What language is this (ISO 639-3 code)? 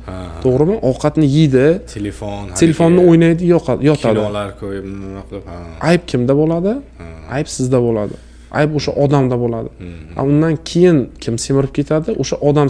uzb